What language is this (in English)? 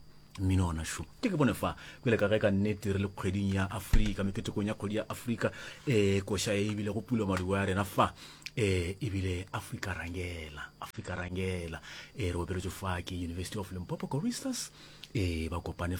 Northern Sotho